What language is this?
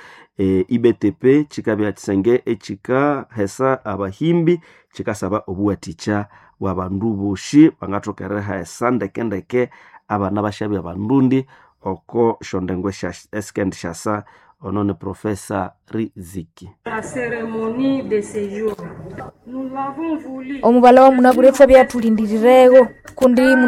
Nande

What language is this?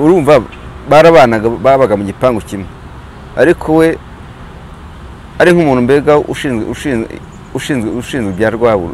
Kinyarwanda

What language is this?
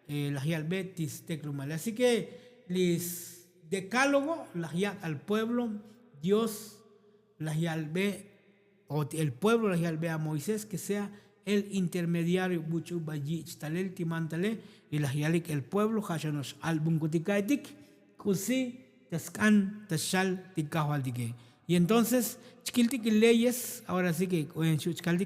Tzotzil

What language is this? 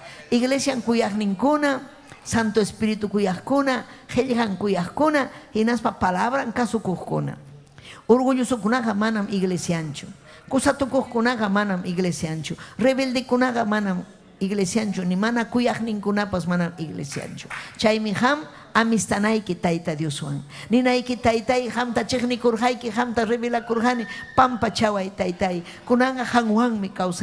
Ayacucho Quechua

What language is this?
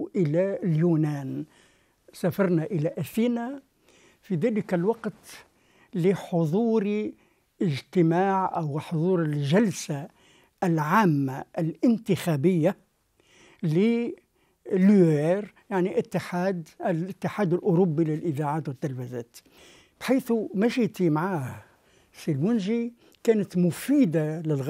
Tunisian Arabic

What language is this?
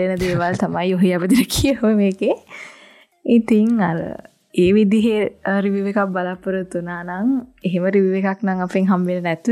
Sinhala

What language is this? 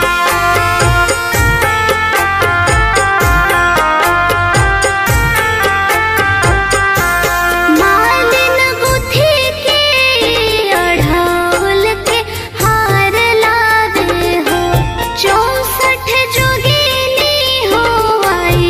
Bhojpuri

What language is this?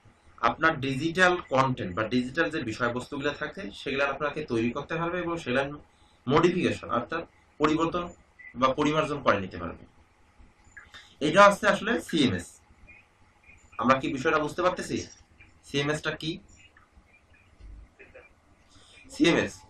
Bangla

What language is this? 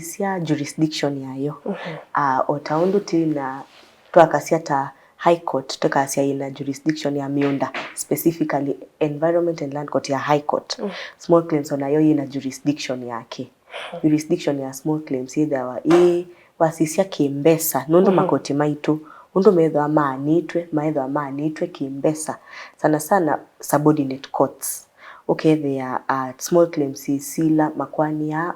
Kamba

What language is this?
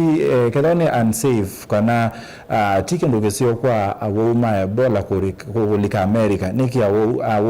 Kamba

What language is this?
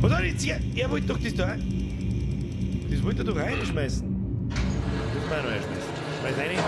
Bavarian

